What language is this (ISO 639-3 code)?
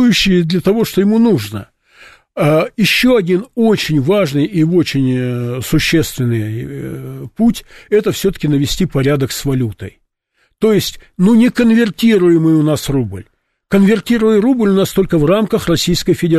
rus